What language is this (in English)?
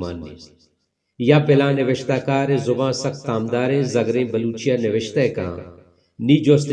Baluchi